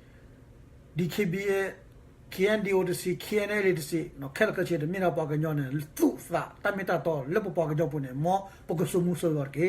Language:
S'gaw Karen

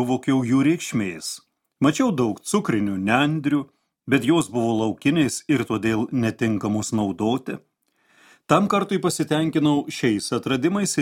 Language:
Lithuanian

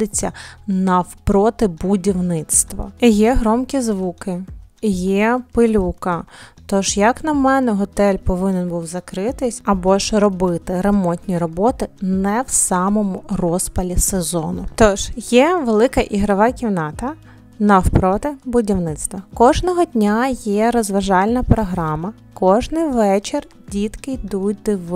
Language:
Ukrainian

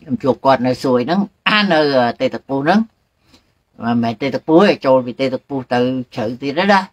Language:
Khmer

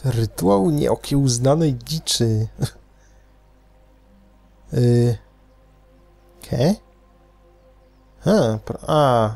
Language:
Polish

